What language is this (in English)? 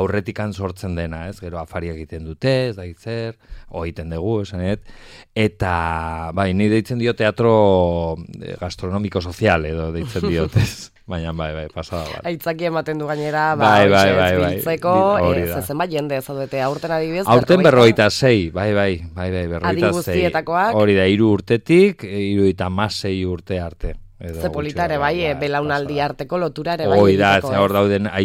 Basque